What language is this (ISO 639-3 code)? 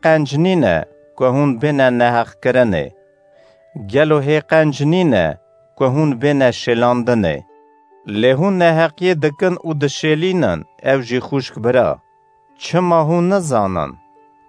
kur